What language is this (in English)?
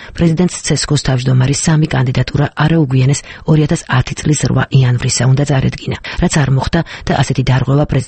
Georgian